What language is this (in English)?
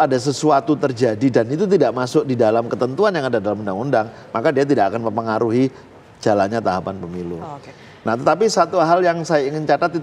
Indonesian